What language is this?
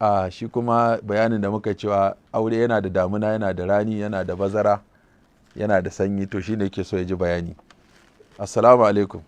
Hausa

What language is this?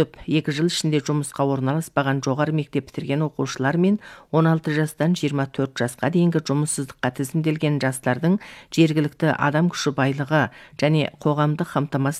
Kazakh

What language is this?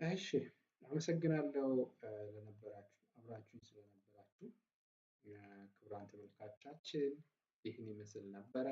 Amharic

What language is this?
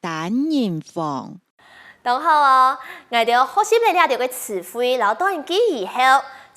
Hakka Chinese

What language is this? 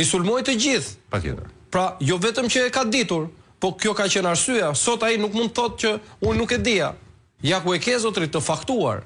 Albanian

